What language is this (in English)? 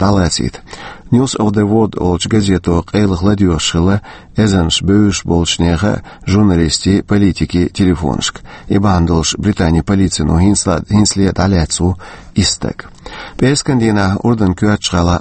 Chechen